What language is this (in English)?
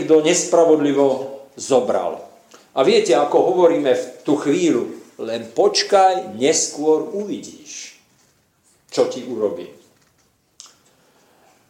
Slovak